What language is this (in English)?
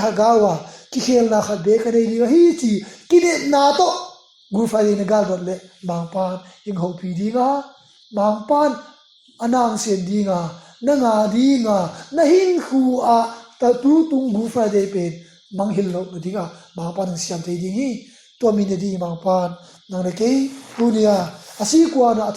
Tedim Chin